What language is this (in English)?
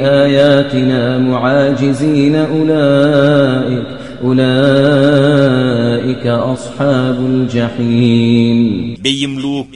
Kashmiri